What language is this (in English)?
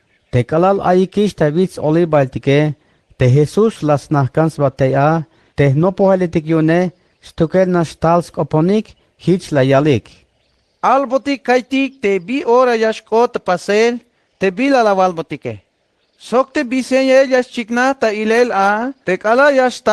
Tzeltal